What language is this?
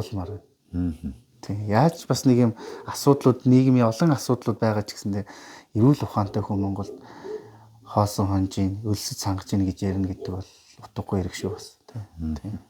Mongolian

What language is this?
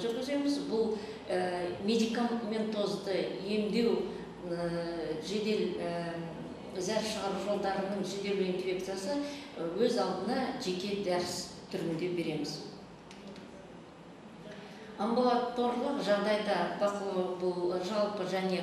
Kazakh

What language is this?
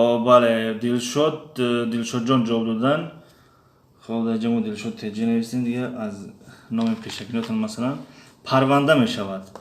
Tajik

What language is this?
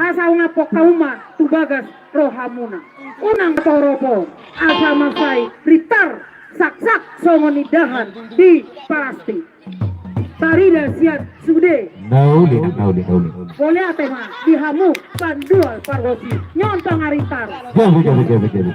Batak Toba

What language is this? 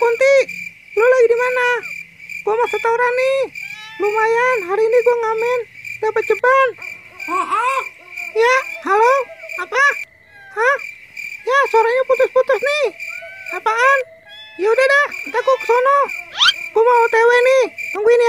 Betawi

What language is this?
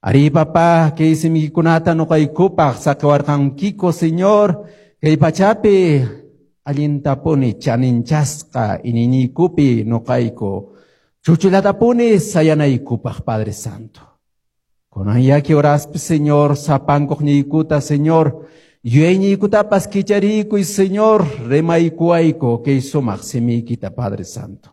Quechua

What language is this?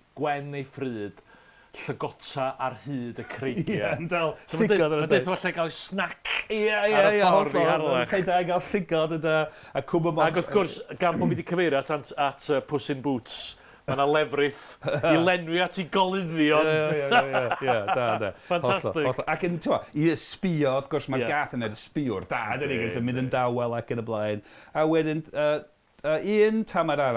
Welsh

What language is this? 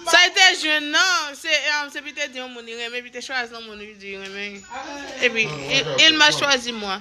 Haitian Creole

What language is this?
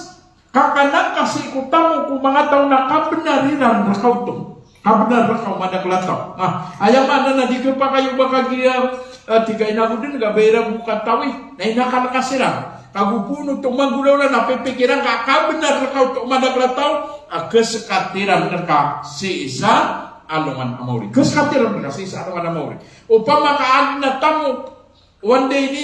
Maranao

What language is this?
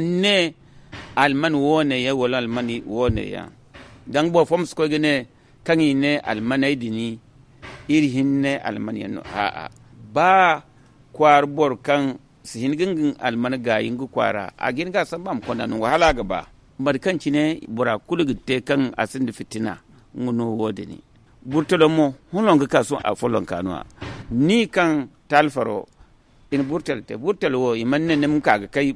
Zarma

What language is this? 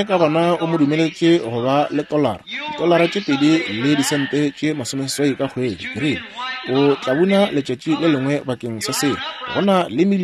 Northern Sotho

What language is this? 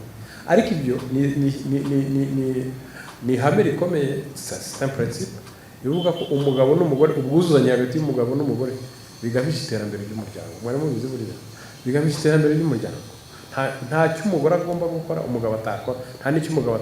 Kinyarwanda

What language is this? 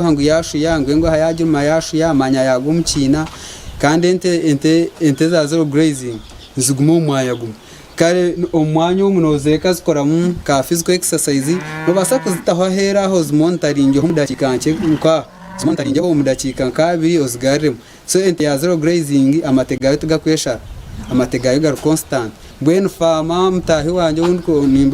Nyankole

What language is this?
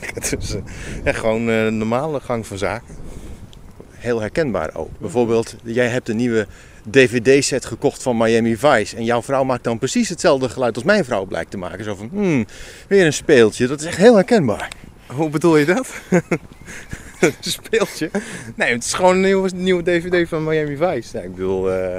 Dutch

